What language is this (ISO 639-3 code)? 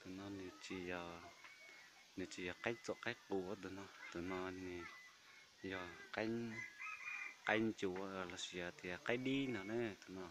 hmn